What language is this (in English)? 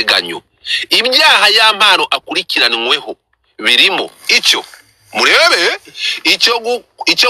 Kinyarwanda